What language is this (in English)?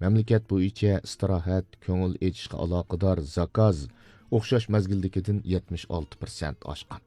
Uyghur